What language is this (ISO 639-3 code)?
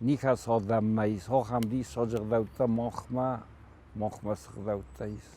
oss